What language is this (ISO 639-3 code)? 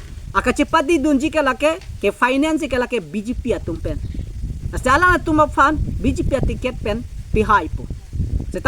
mjw